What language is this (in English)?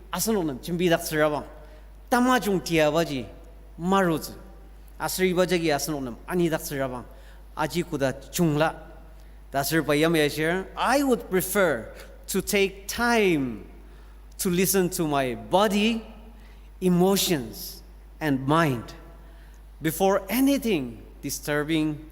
Ao Naga